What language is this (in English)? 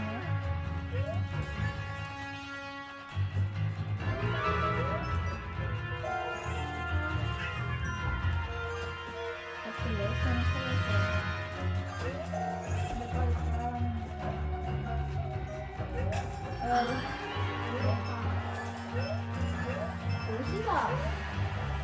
Korean